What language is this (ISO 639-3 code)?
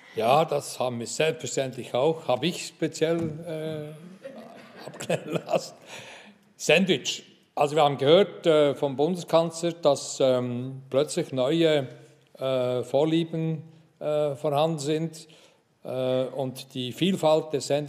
deu